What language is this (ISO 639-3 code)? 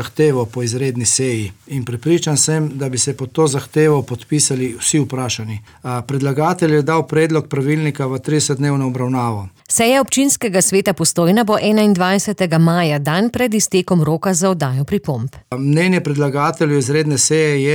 slv